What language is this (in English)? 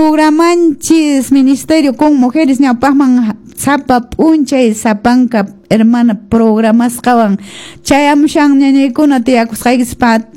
Quechua